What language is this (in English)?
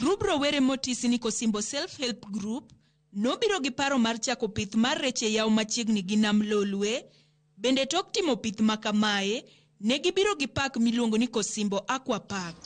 Luo (Kenya and Tanzania)